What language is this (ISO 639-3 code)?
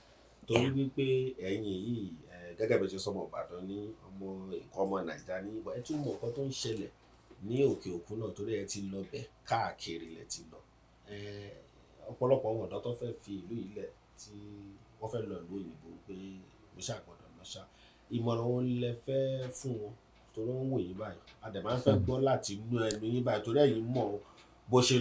yor